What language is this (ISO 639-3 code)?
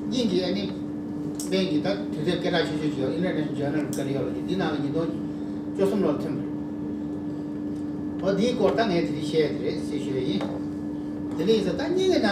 bod